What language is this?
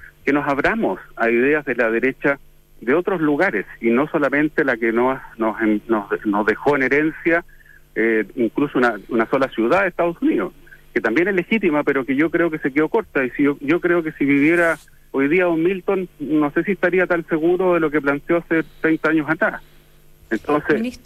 Spanish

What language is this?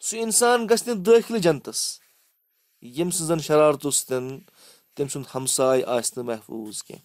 Kashmiri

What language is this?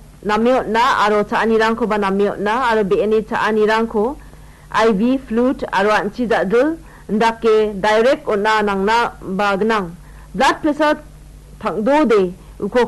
Garo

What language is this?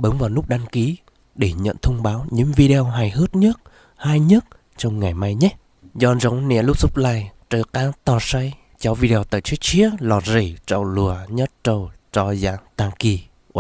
Hmong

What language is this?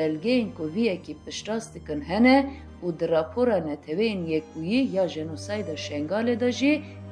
Kurdish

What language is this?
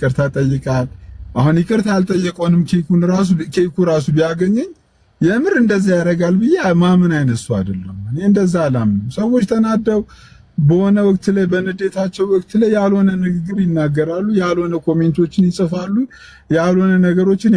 Amharic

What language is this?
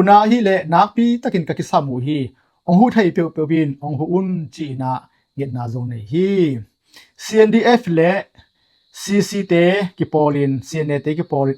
Tedim Chin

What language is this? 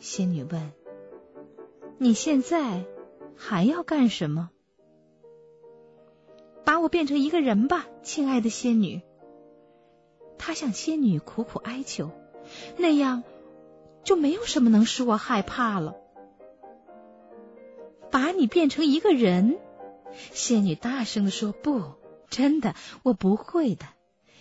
Chinese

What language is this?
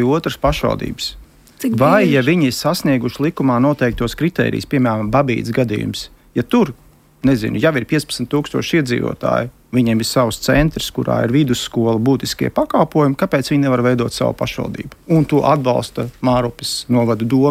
Latvian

